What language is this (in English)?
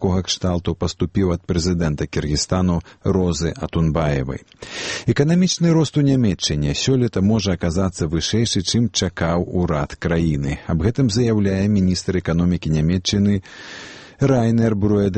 Belarusian